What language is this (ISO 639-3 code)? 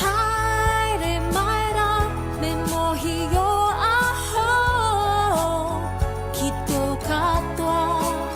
mri